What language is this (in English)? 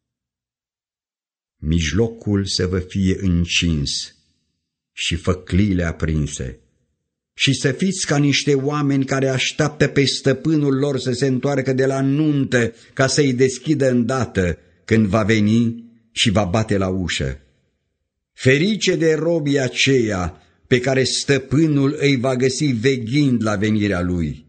Romanian